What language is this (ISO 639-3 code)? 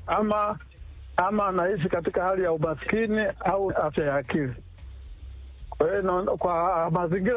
swa